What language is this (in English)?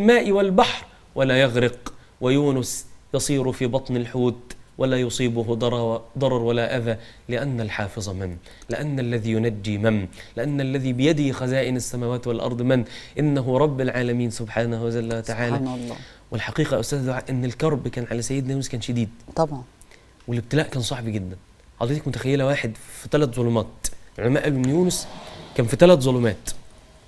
Egyptian Arabic